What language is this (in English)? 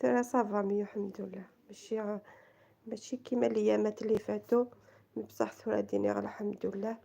Kabyle